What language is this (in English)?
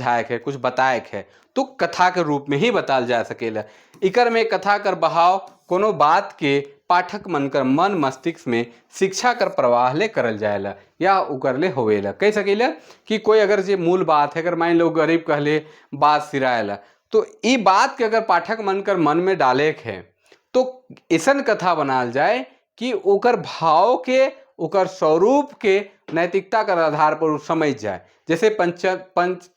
Sadri